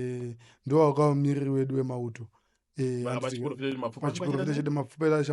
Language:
Shona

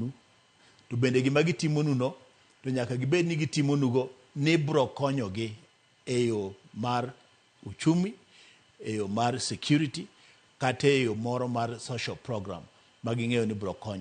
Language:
Luo (Kenya and Tanzania)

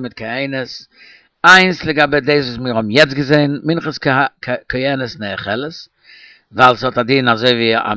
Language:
Yiddish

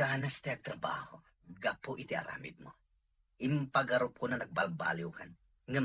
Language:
Iloko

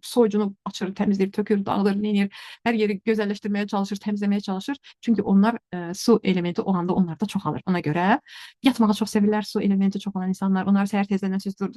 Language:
Azerbaijani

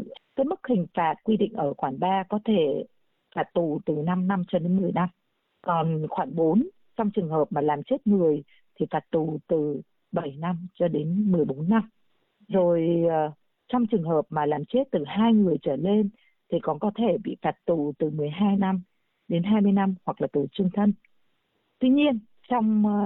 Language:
Vietnamese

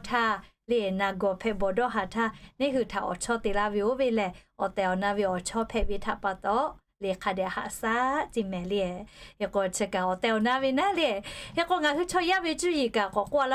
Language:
Lahu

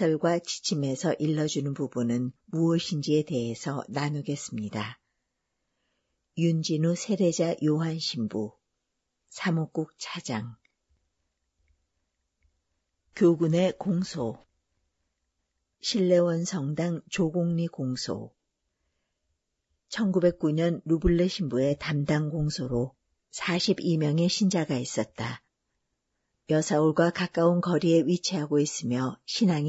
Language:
Korean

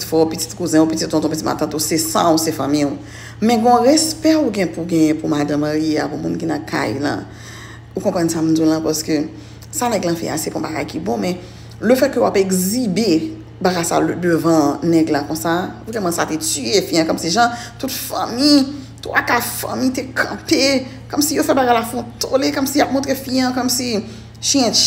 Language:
Haitian Creole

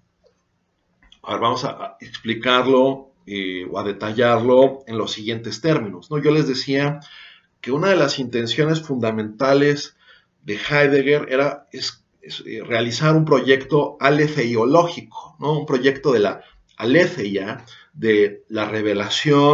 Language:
Spanish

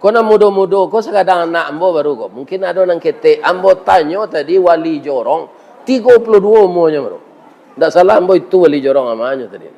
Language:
Minangkabau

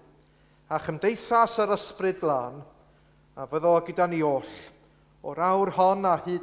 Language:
Welsh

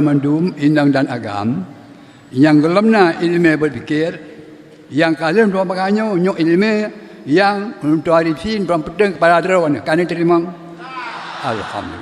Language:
Achinese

